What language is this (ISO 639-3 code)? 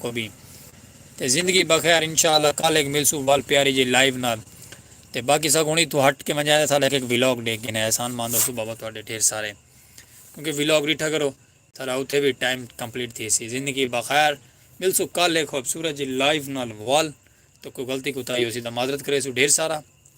skr